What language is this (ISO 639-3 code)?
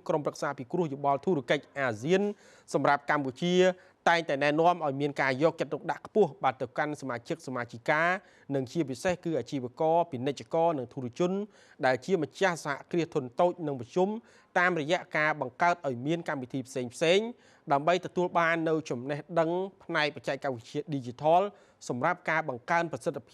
khm